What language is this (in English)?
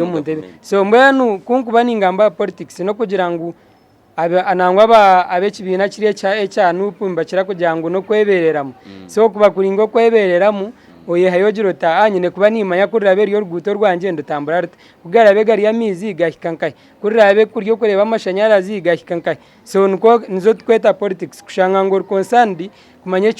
Nyankole